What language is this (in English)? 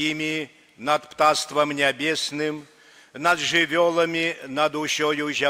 Belarusian